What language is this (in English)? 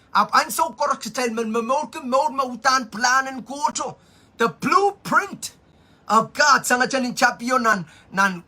Pohnpeian